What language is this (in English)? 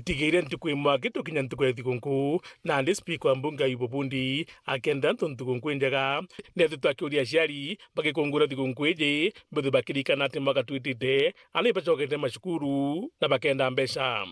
Meru